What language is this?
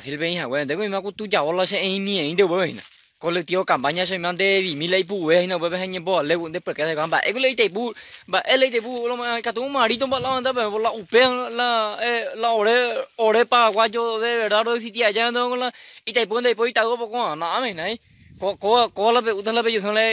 Guarani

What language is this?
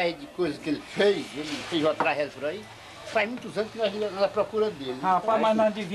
Portuguese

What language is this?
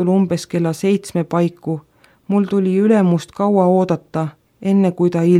Estonian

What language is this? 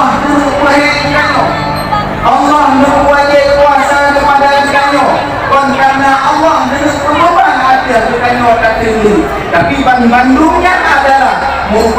Achinese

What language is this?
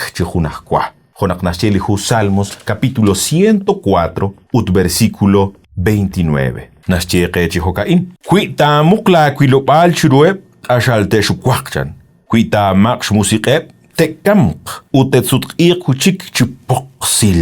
Kekchí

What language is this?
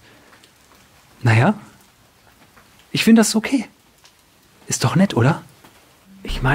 German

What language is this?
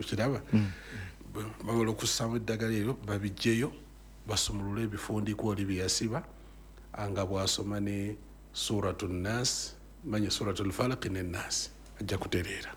Ganda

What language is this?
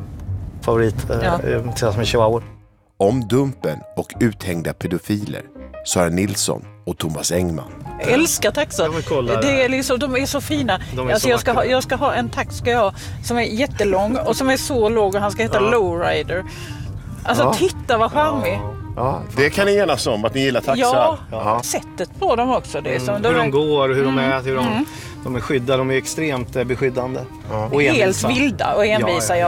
Swedish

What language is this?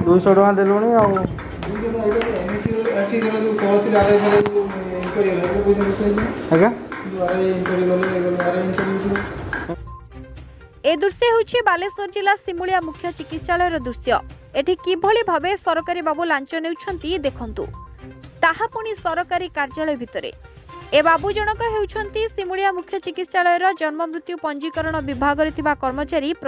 Odia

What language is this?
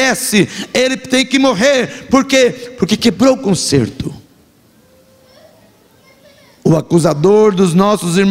Portuguese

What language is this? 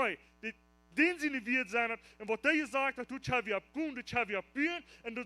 Plautdietsch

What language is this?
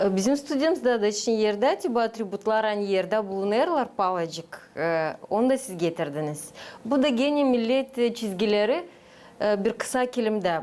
Gagauz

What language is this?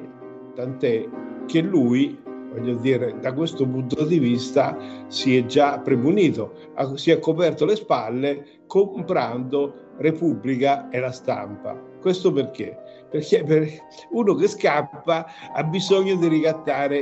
Italian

